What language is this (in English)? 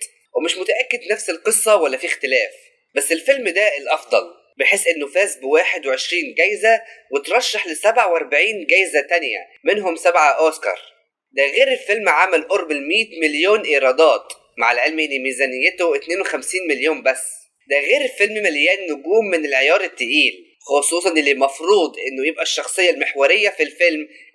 Egyptian Arabic